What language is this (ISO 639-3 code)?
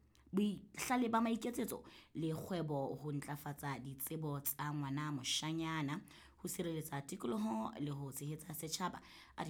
sot